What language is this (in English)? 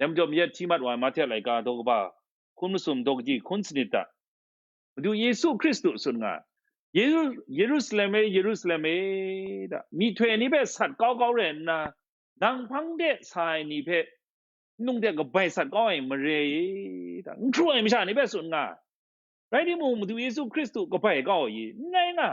Kachin